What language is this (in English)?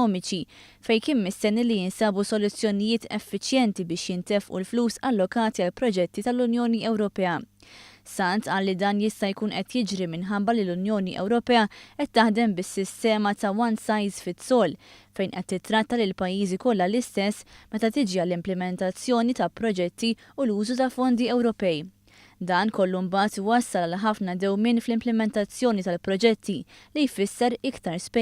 Maltese